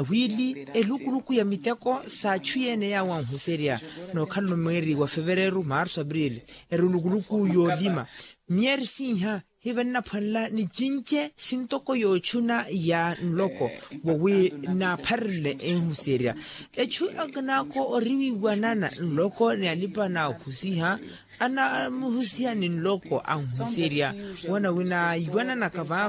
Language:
Makhuwa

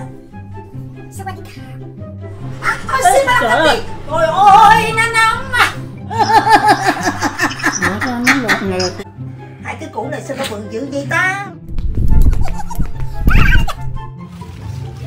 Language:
Vietnamese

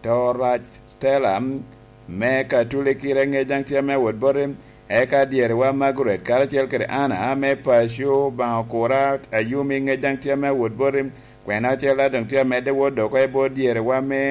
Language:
Lango (Uganda)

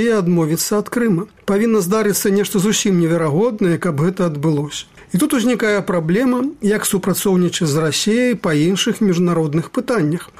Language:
Belarusian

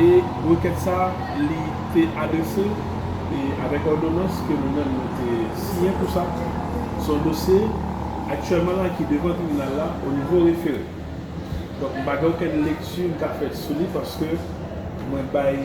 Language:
Haitian Creole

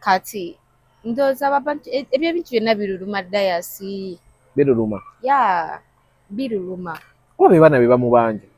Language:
Ganda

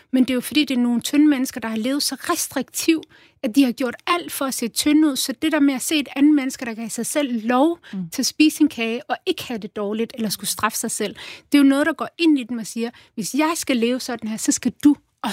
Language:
Danish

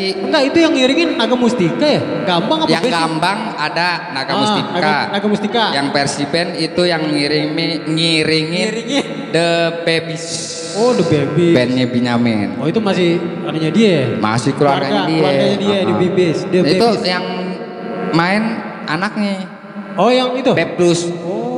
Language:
Betawi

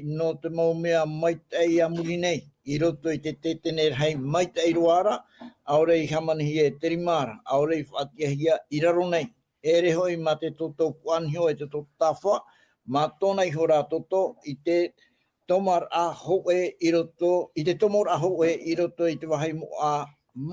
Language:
Tahitian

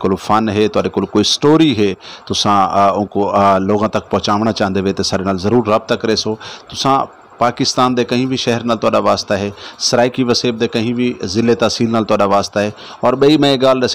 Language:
Saraiki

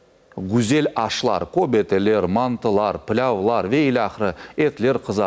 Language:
Crimean Tatar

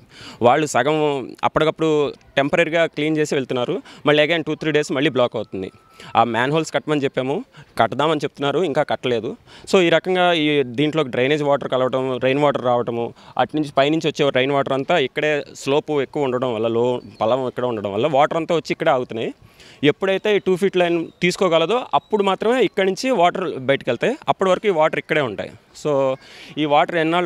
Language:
Telugu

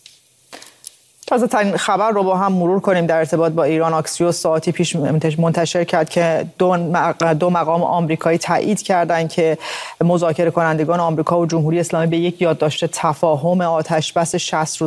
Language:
Persian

